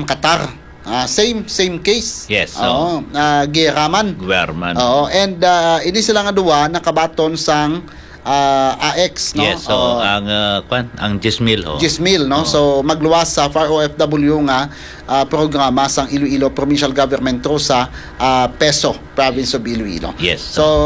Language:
Hiligaynon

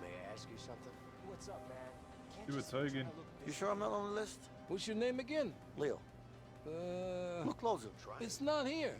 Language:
Bavarian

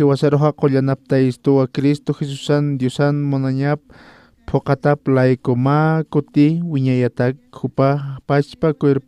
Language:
Aymara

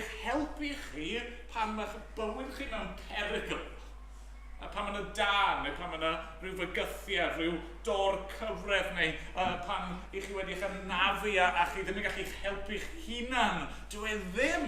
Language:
Welsh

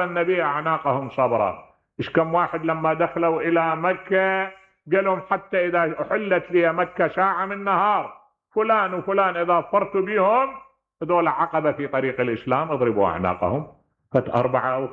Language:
Mesopotamian Arabic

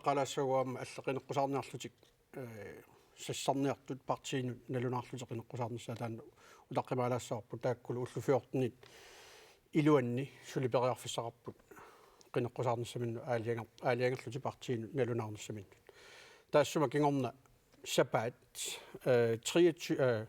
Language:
Kalaallisut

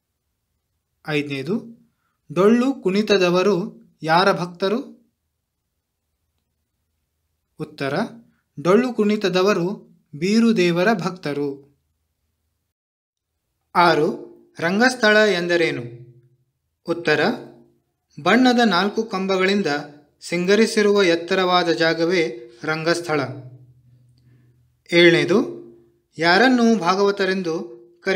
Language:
Kannada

